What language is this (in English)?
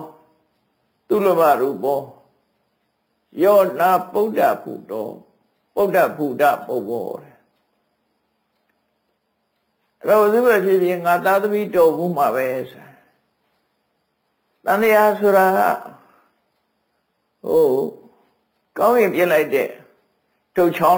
Burmese